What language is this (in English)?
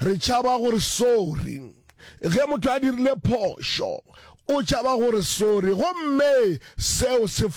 Northern Sotho